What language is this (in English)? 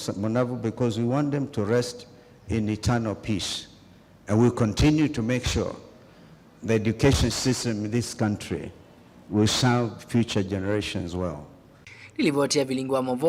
Kamba